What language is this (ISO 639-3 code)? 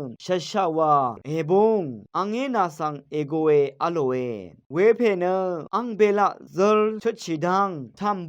raw